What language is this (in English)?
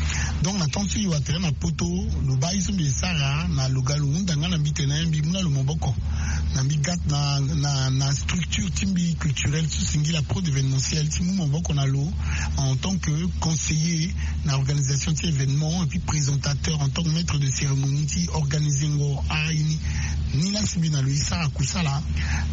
Sango